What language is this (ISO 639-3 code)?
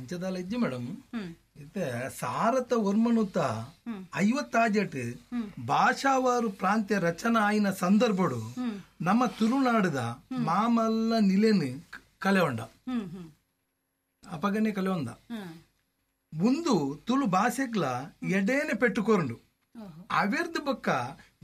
tcy